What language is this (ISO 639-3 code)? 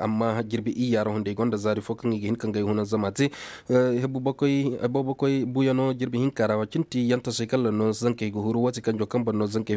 ses